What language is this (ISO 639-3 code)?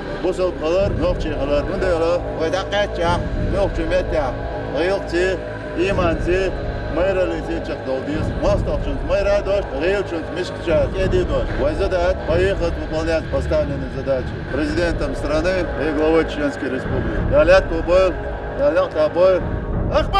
che